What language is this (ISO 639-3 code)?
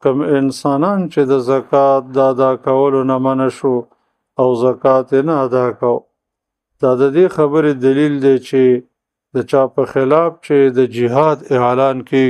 pus